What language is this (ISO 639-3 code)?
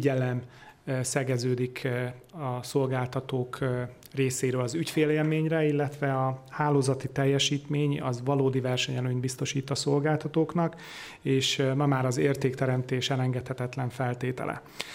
hun